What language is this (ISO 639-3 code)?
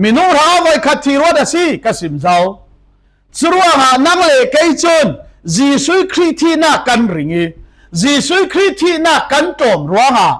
cfm